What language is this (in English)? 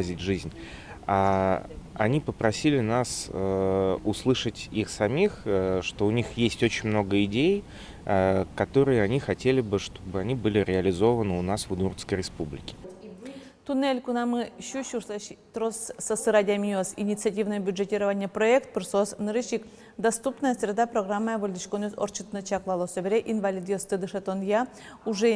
Udmurt